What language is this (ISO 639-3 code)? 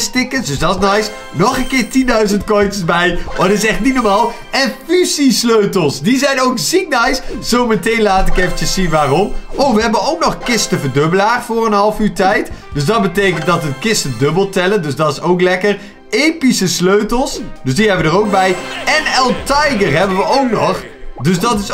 nld